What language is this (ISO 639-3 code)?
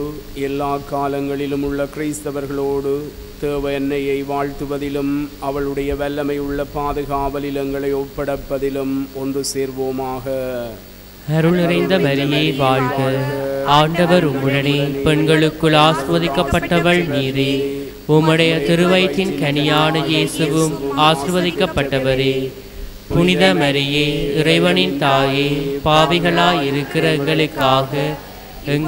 tam